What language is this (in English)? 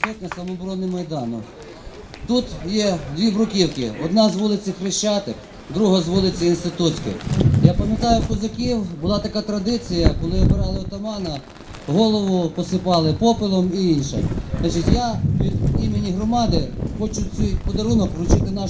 Ukrainian